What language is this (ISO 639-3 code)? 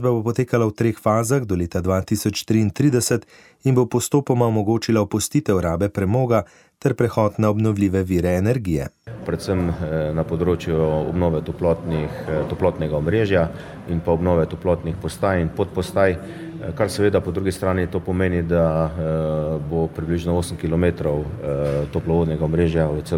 slv